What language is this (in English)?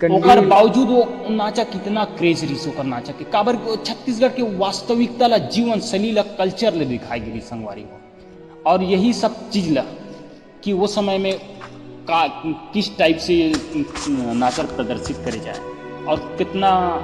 Chhattisgarhi